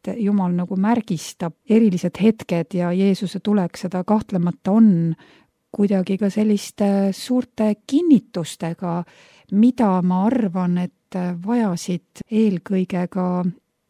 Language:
Estonian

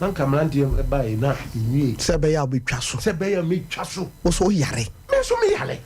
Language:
Akan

